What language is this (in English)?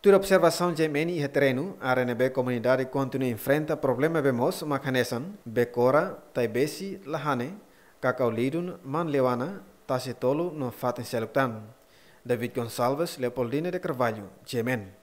Tetum